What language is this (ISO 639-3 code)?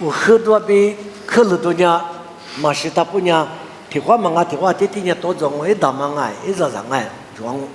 lis